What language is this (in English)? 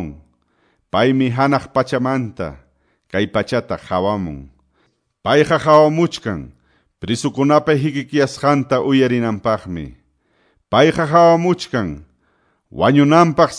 Quechua